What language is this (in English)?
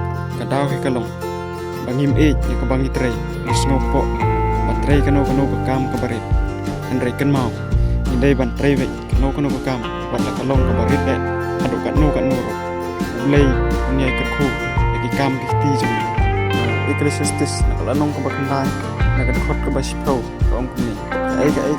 Khasi